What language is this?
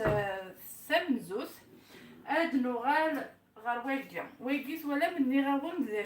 Kabyle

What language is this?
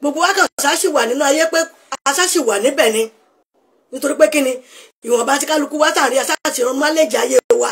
Yoruba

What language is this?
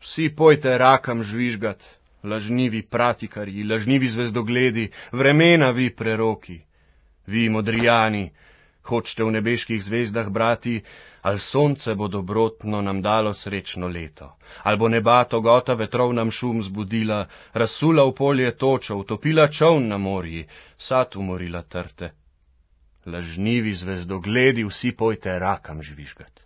Slovenian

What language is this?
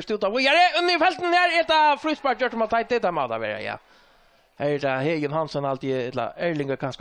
Faroese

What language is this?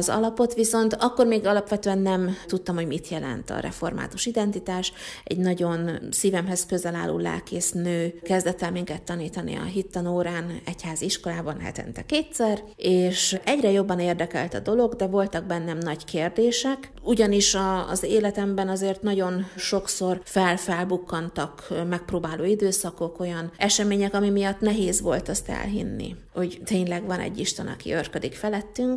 Hungarian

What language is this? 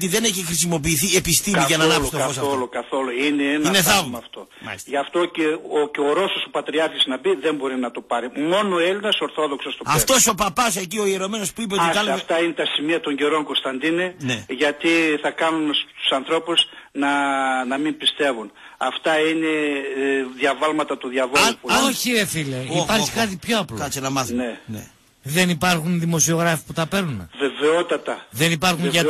Greek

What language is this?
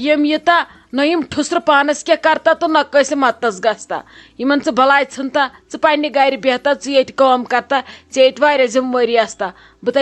Kashmiri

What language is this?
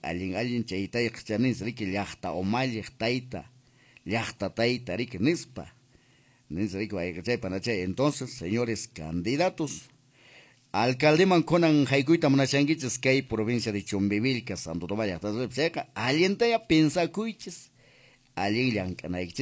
Quechua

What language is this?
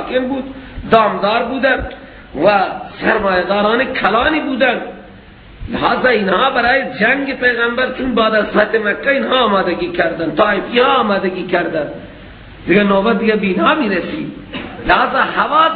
Persian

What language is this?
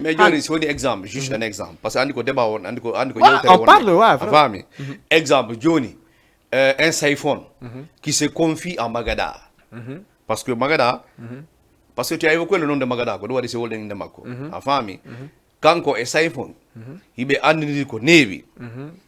Fula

